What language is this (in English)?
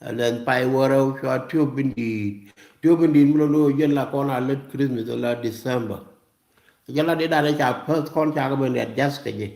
Nuer